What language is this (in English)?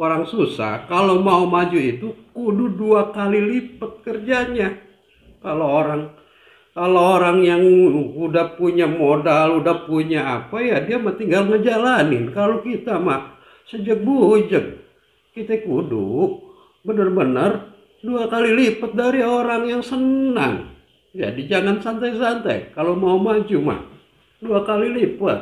Betawi